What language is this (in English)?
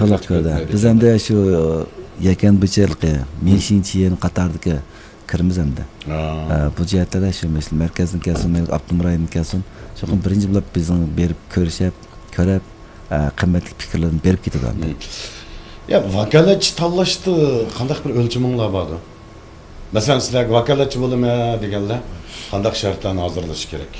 Uyghur